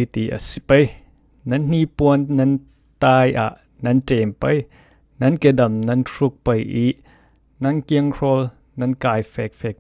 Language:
Falam Chin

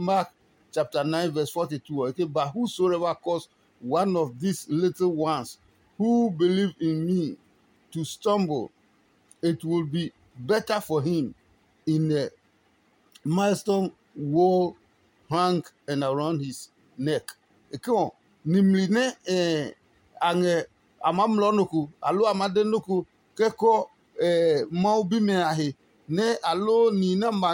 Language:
Adangme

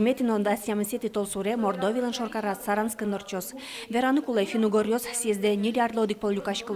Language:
Udmurt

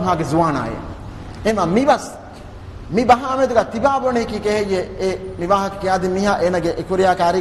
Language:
Divehi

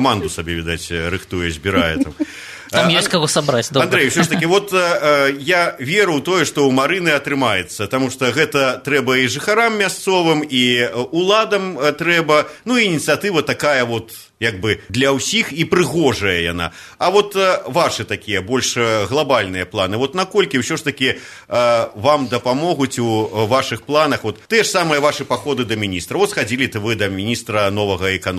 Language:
Belarusian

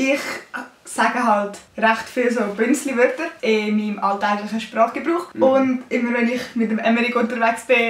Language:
Swiss German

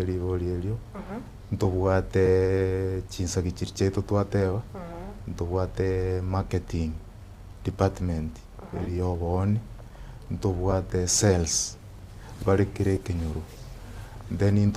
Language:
Gusii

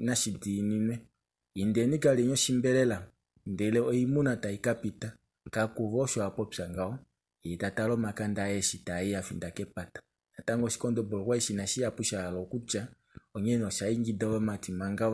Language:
Kuanyama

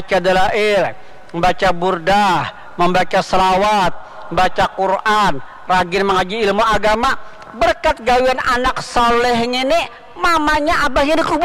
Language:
Banjar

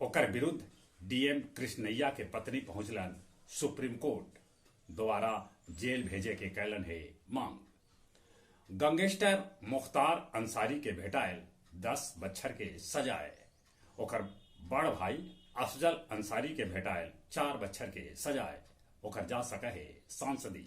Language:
Magahi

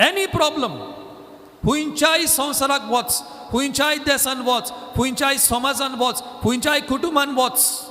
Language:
Konkani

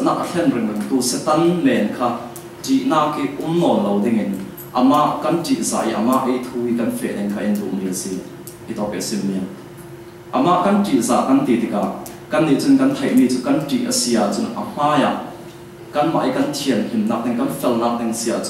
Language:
Falam Chin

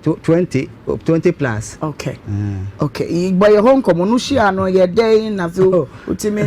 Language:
Akan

